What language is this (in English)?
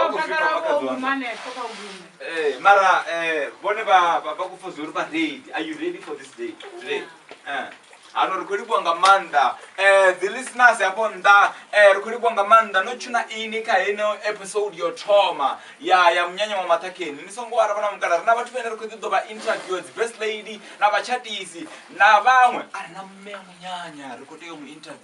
Venda